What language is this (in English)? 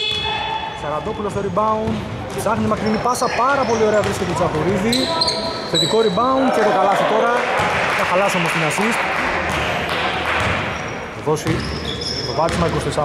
Greek